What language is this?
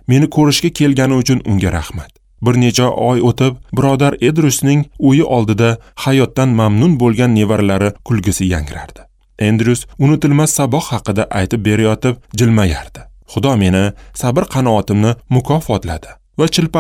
Uzbek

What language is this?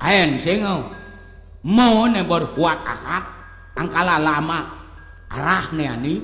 Balinese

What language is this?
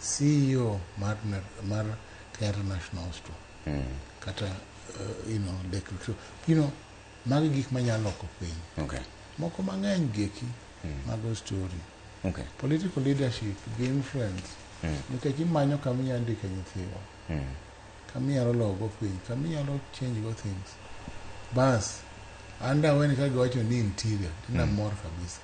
Luo (Kenya and Tanzania)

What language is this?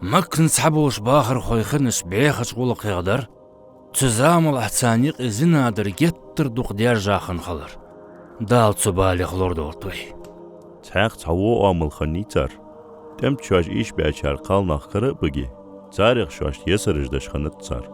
Ingush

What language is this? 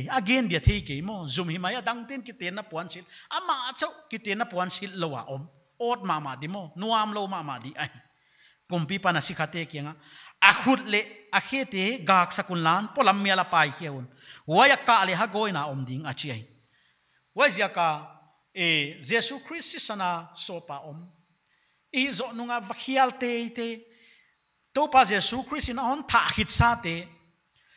Paite Chin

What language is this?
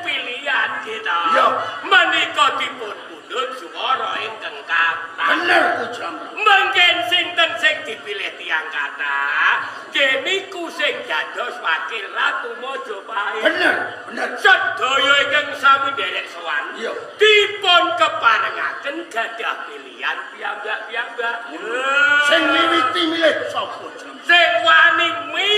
Javanese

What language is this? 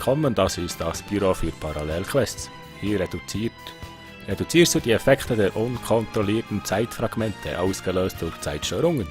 Swiss German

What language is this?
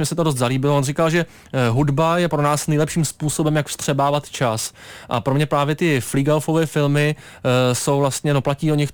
Czech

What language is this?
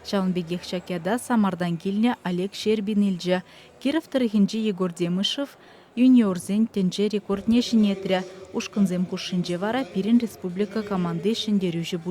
Chuvash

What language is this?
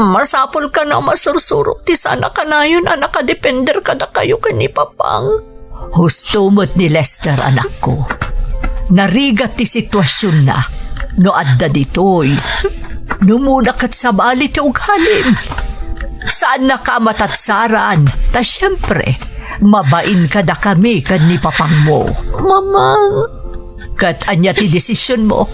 Iloko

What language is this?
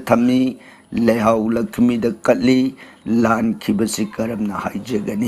Manipuri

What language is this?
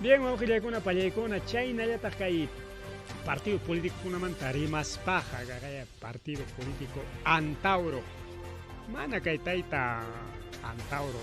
Ayacucho Quechua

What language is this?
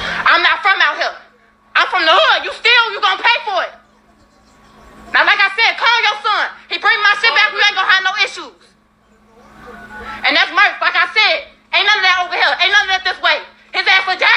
English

